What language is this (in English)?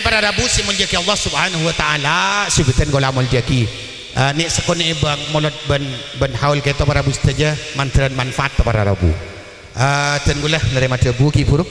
Madurese